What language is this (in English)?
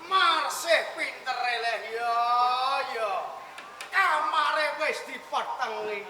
Javanese